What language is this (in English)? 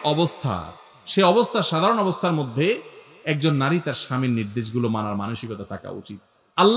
Bangla